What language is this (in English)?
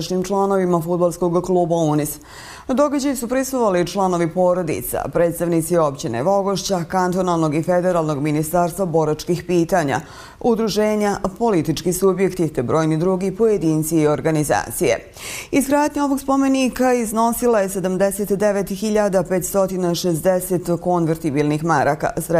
Bosnian